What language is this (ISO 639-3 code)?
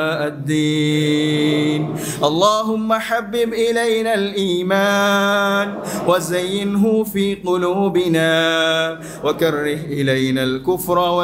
ara